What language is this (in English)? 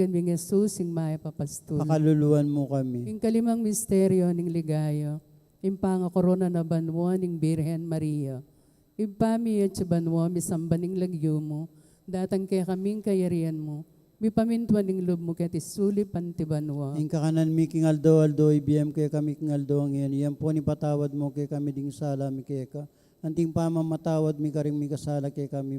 Pampanga